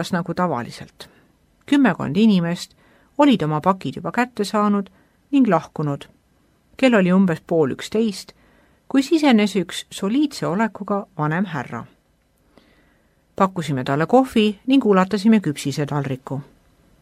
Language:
Estonian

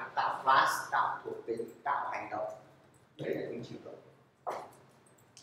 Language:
Vietnamese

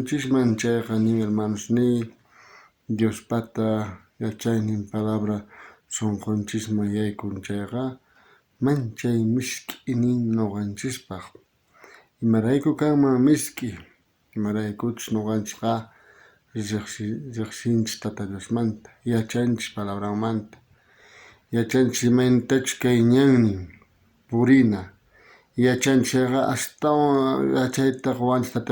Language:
South Bolivian Quechua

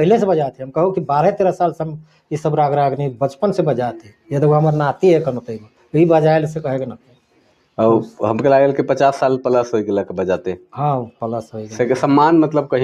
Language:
Sadri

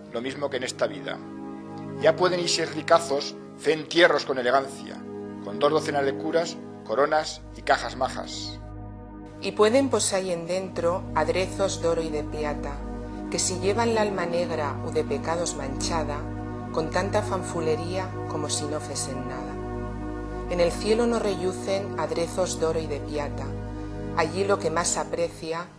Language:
Aragonese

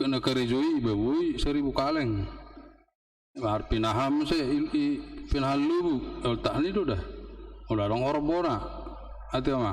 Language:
Batak Toba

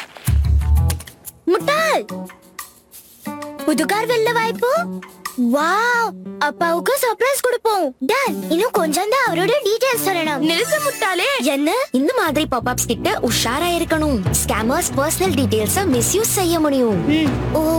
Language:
Tamil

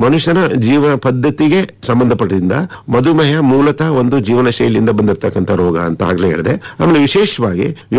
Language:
Kannada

